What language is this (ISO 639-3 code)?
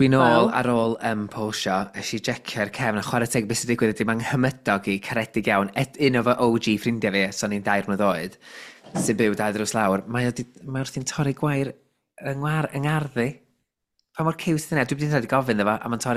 cym